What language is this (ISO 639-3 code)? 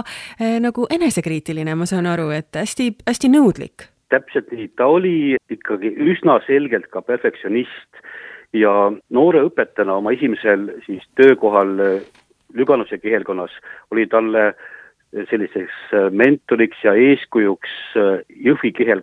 est